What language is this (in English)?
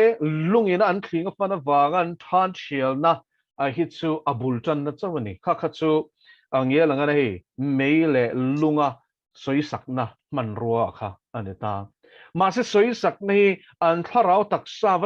Mizo